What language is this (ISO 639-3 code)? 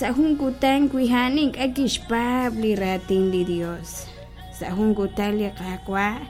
kek